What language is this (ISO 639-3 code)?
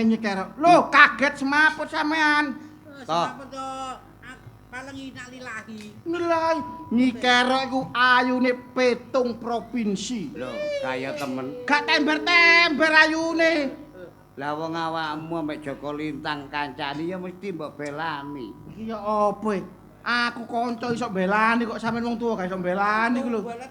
jav